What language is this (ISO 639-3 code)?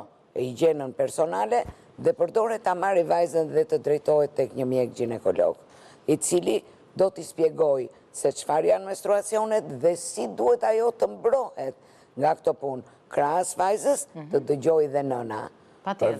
sqi